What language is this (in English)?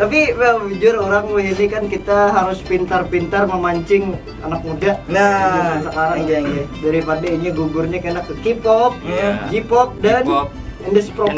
Banjar